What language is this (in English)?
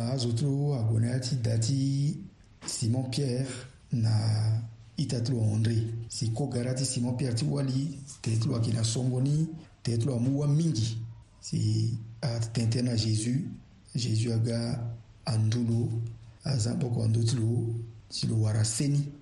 Sango